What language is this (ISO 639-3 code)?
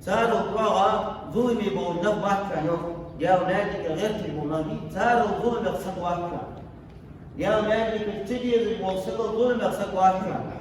inh